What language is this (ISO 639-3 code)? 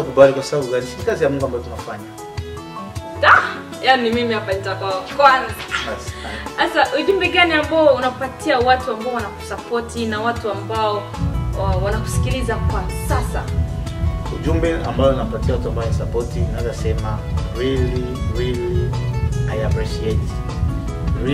swa